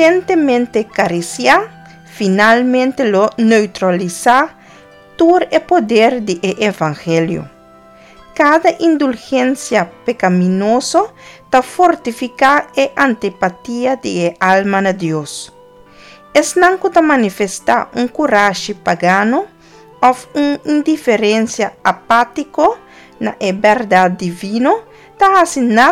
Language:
Papiamento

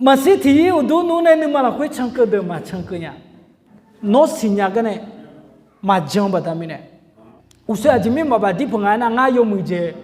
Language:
Akha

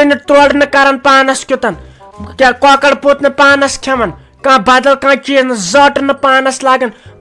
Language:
Kashmiri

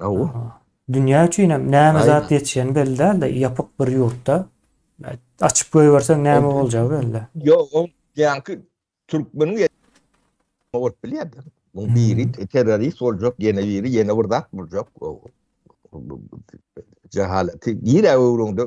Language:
Turkmen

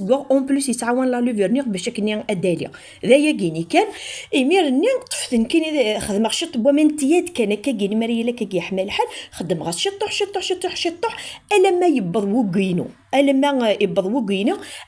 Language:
Kabyle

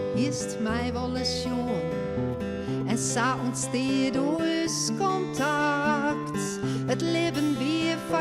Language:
Western Frisian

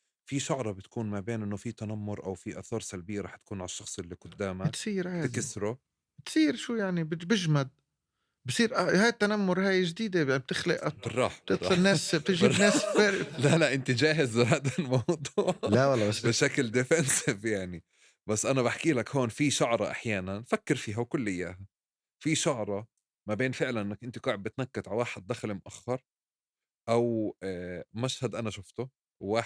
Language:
North Levantine Arabic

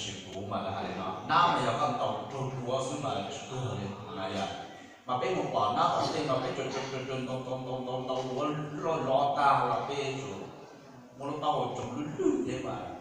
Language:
Hmong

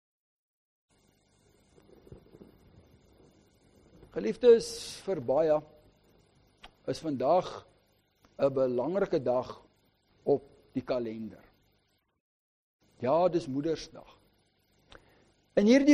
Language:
Afrikaans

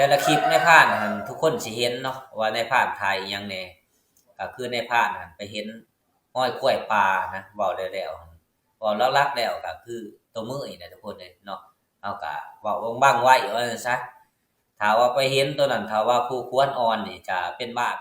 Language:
Lao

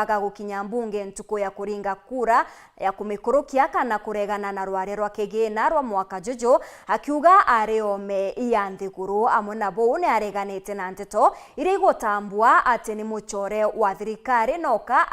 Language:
Meru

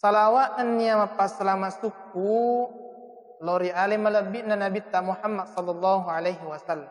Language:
Buginese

